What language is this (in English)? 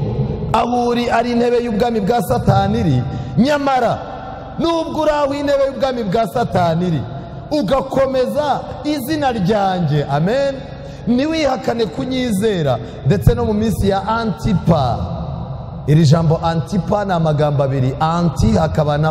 Kinyarwanda